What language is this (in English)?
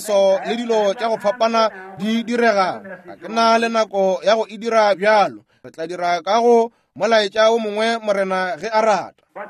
Northern Sotho